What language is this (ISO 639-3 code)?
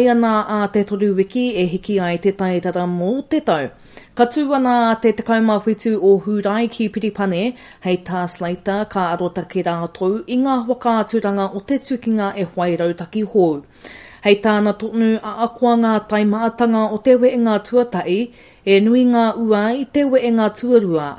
mri